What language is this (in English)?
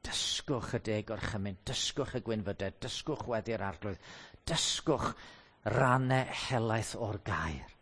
Welsh